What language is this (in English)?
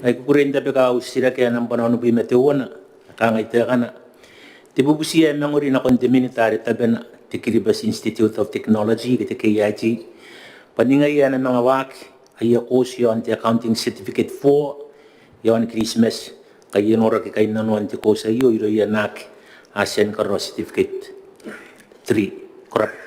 Gilbertese